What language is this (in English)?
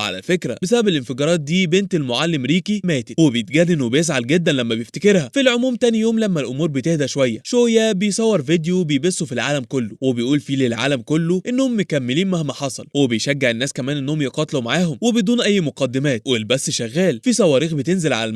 Egyptian Arabic